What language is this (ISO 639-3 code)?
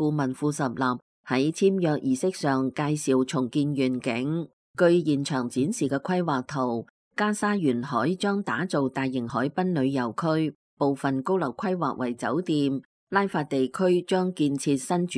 yue